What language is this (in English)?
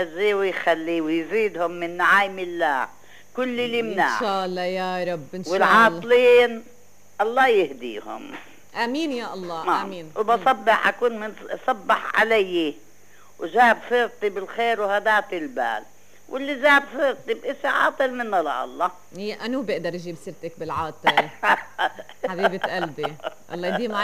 North Levantine Arabic